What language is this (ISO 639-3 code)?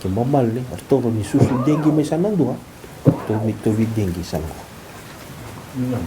fij